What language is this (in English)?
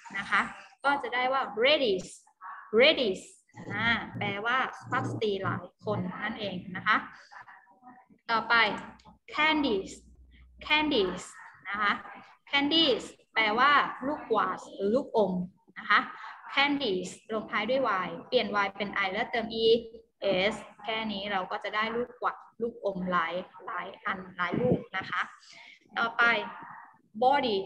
Thai